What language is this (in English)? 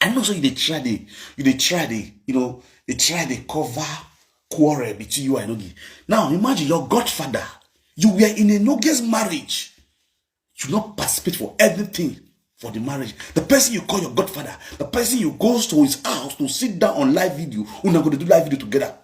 Nigerian Pidgin